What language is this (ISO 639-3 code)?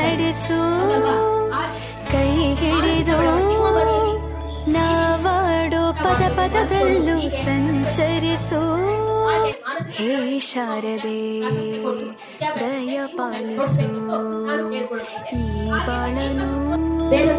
kan